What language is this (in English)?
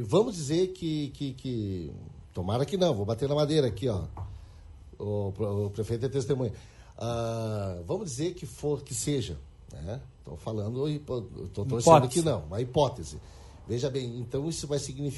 Portuguese